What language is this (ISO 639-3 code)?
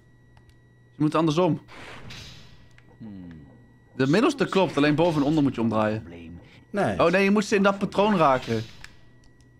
nld